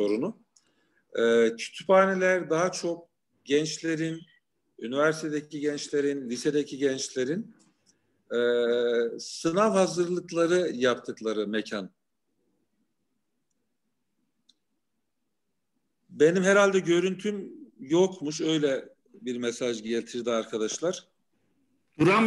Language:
Turkish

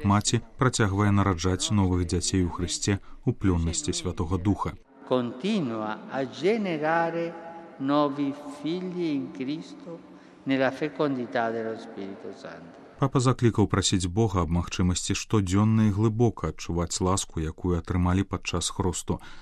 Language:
Belarusian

